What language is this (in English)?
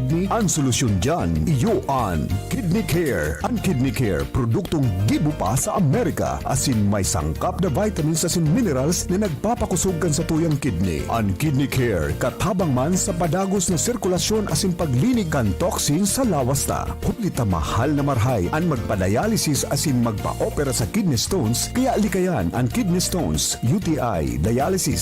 Bikol